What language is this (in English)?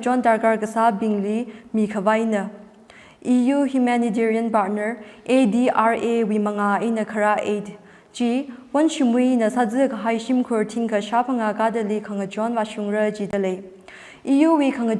Tangkhul Naga (India)